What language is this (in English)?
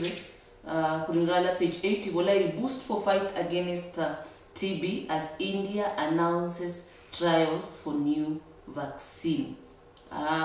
Luyia